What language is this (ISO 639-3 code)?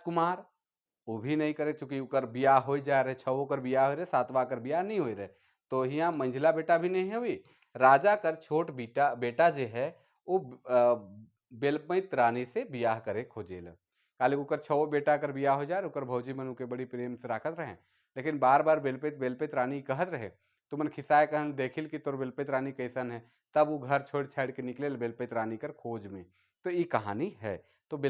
sck